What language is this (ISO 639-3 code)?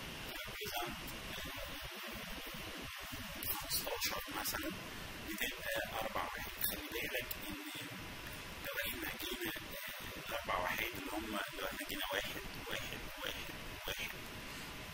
arz